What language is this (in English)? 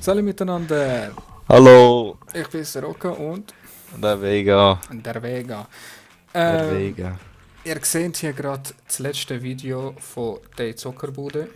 Swiss German